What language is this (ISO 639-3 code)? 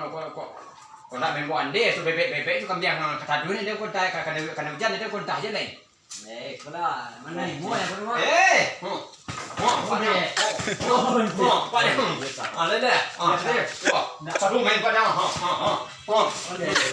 min